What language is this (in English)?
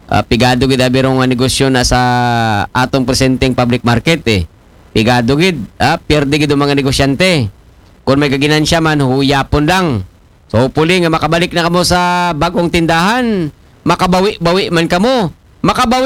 Aklanon